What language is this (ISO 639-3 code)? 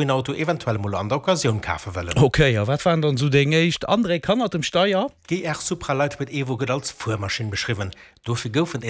ltz